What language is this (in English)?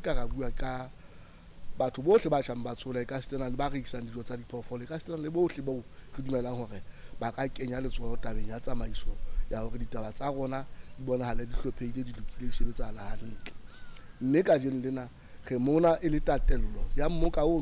Southern Sotho